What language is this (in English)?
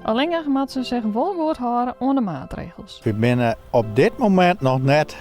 Western Frisian